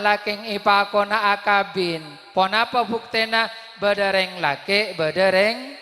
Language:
Madurese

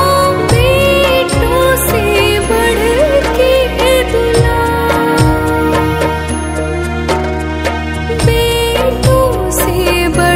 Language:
Bhojpuri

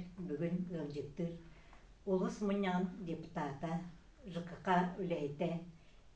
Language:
Yakut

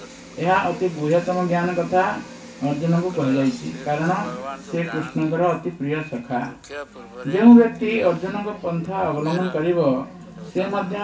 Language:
Odia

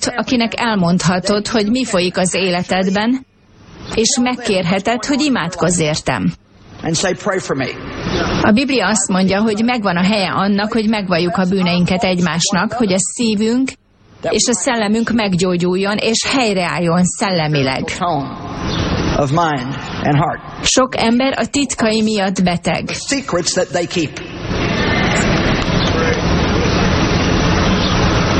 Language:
Hungarian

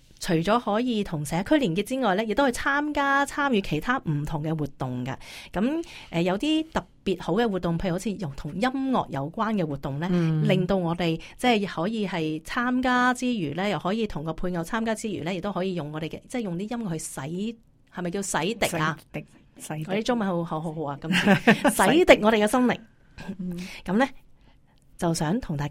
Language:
Cantonese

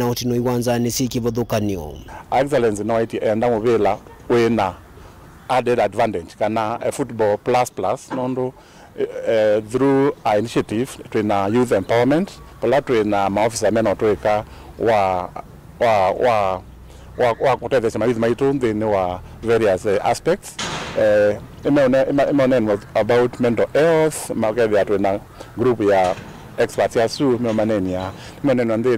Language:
Kamba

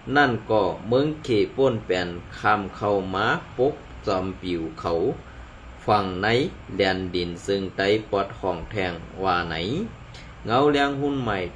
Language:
Shan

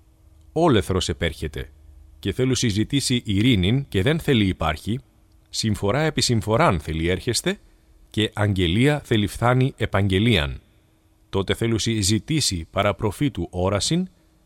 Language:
Greek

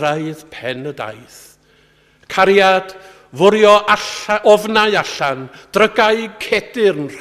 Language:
Welsh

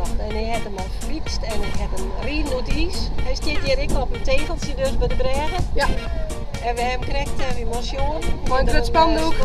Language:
Western Frisian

